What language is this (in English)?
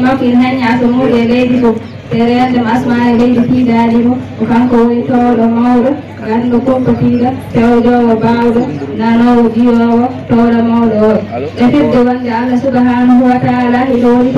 Fula